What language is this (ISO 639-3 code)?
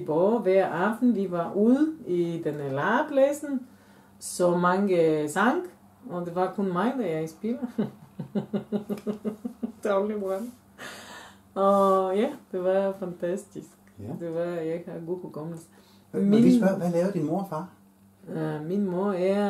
dan